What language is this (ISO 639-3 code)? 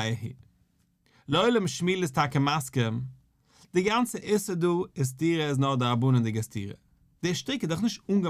yid